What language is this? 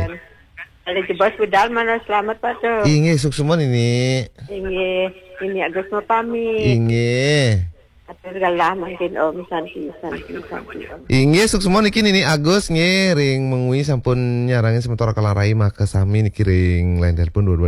Balinese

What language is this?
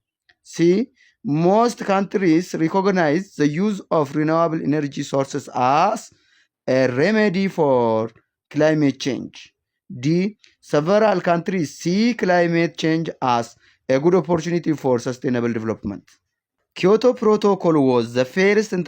English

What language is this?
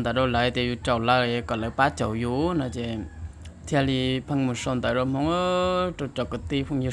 Hmong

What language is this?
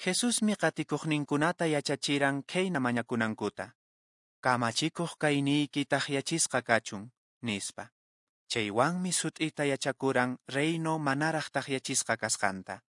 Quechua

